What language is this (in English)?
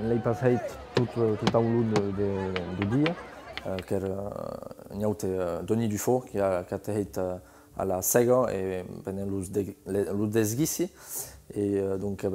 Occitan